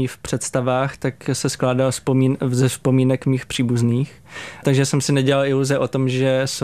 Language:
Czech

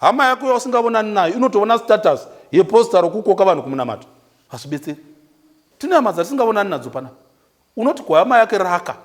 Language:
Shona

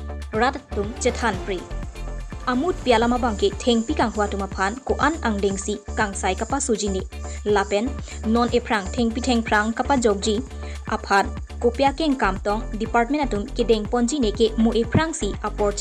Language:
Karbi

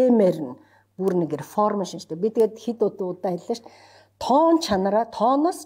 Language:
Mongolian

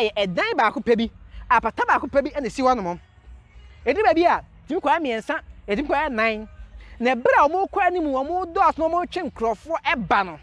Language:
Akan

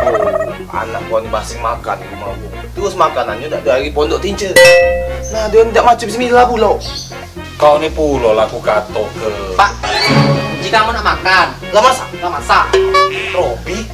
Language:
Musi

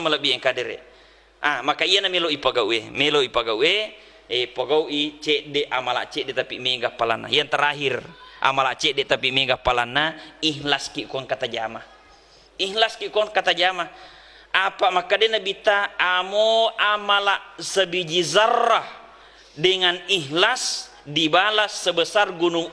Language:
Buginese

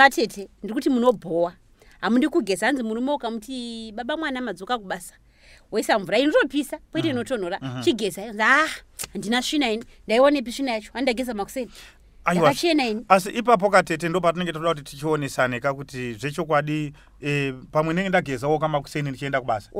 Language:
Shona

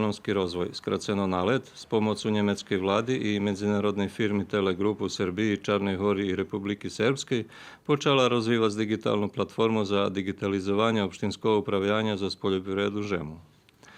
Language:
Rusyn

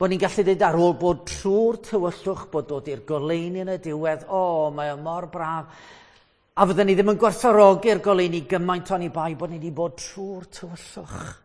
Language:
Welsh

